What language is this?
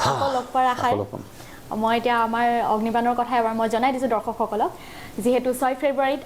Assamese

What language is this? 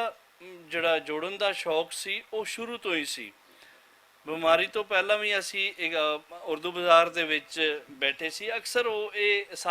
Western Panjabi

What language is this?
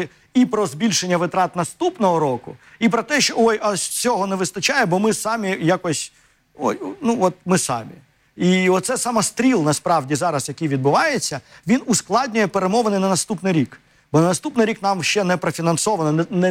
Ukrainian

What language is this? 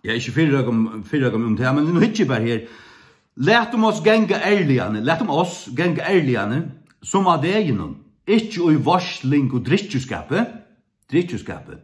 Faroese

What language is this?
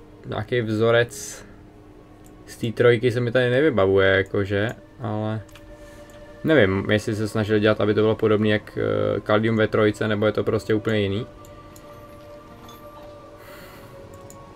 Czech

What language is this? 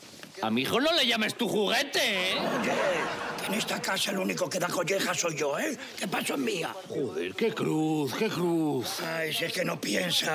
Spanish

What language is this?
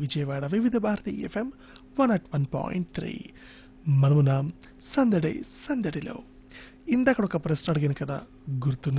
Telugu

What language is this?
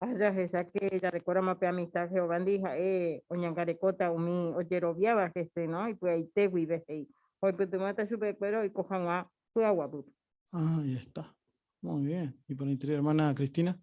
Guarani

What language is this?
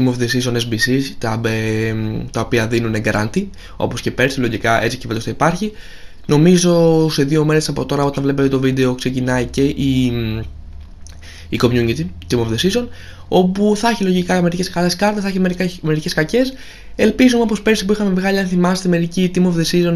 Greek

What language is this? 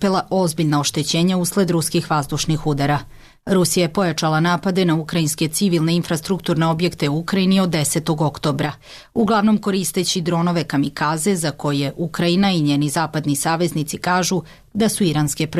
Serbian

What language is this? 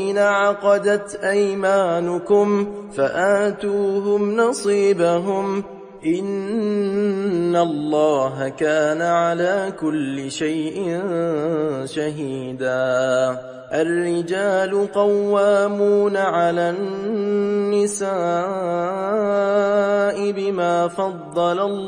Arabic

